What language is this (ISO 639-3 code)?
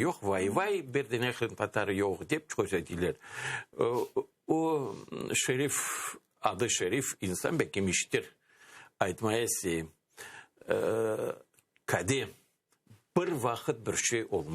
crh